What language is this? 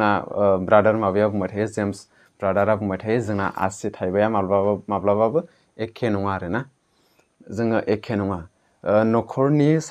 Bodo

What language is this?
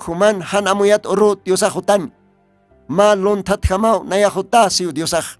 Aymara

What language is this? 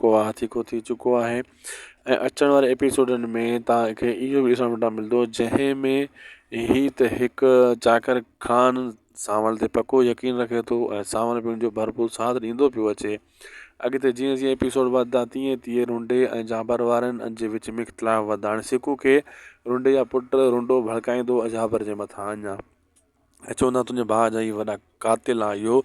Sindhi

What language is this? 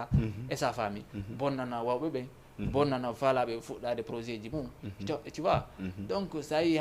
Fula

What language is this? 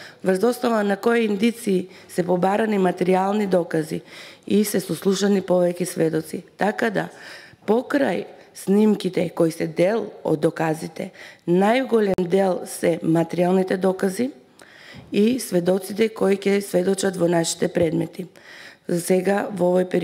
Macedonian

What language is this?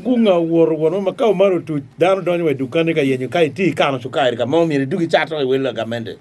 Acoli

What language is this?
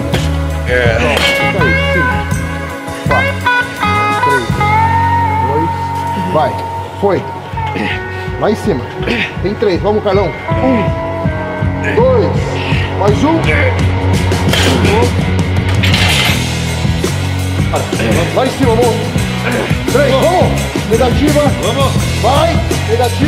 Portuguese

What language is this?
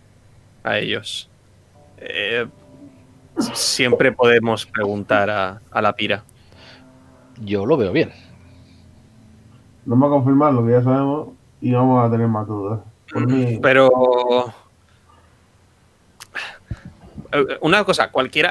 Spanish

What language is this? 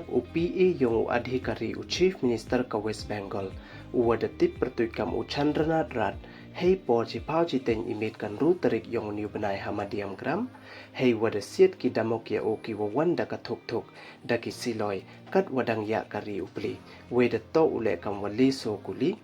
Pnar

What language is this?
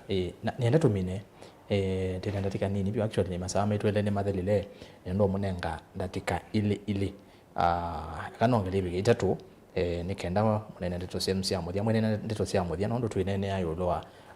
Kamba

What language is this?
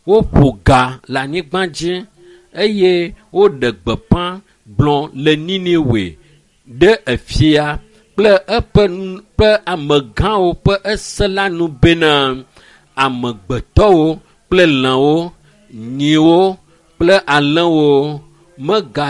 Ewe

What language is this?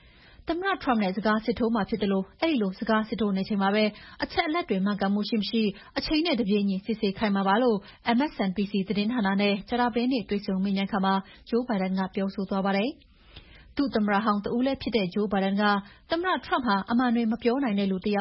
Burmese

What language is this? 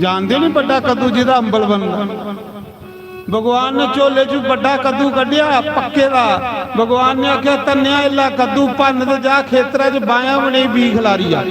Dogri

